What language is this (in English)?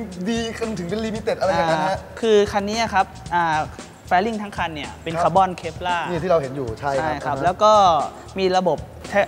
Thai